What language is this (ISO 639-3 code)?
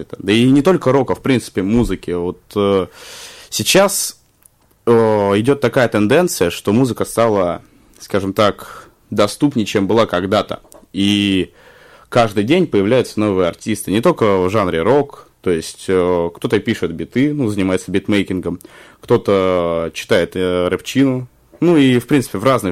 rus